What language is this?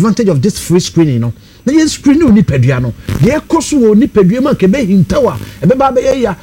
Akan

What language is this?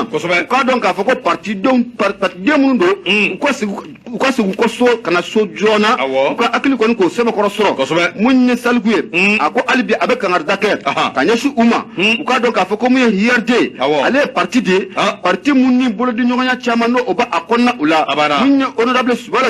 Bambara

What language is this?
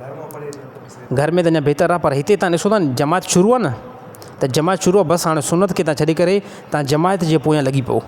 Sindhi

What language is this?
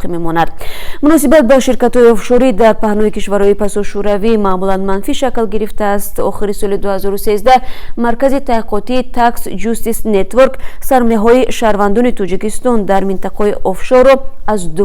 Tajik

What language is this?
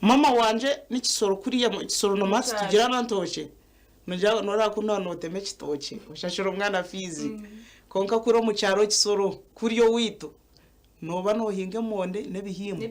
Nyankole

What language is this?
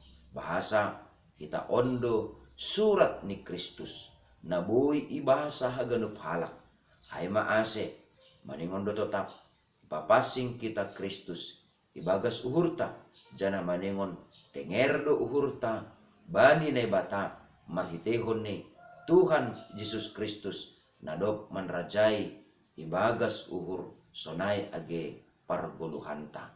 Batak Simalungun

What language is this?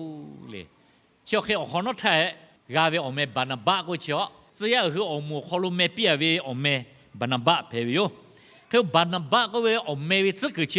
Lahu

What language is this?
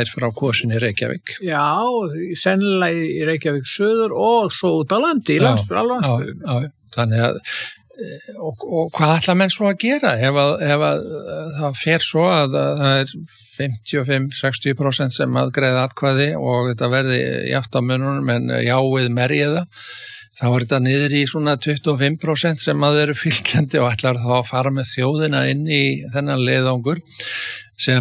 Icelandic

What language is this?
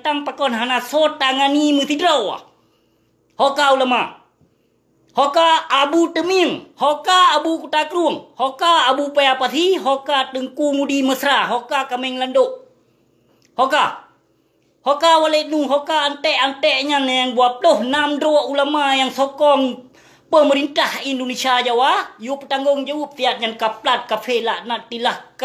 Achinese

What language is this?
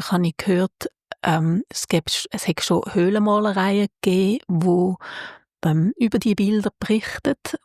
Swiss German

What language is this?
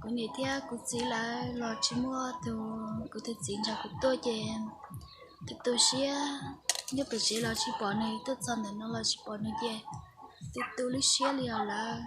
Hmong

